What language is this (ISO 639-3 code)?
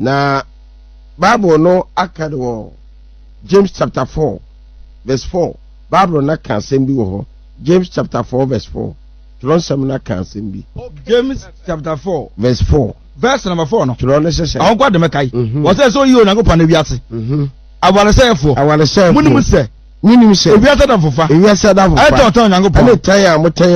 aka